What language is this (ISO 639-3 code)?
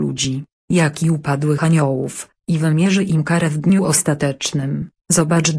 pol